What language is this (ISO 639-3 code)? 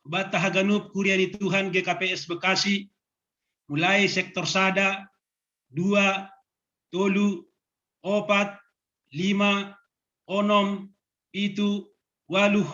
bts